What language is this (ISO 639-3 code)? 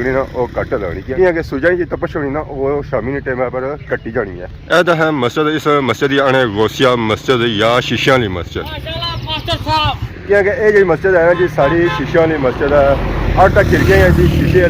phr